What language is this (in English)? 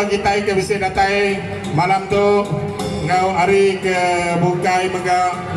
Iban